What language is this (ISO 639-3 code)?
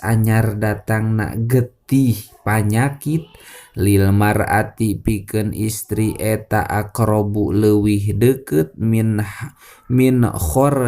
sun